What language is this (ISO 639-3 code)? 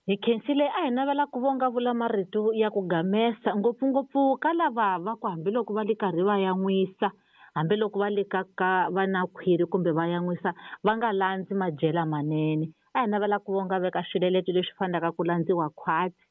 tso